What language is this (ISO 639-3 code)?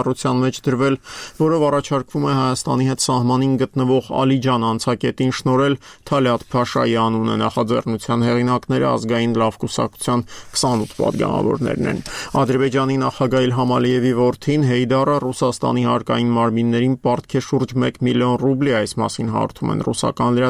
hye